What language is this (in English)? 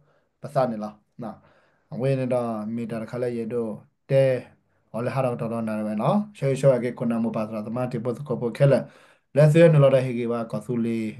S'gaw Karen